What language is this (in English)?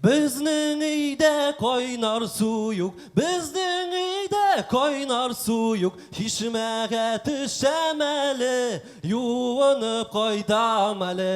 Tatar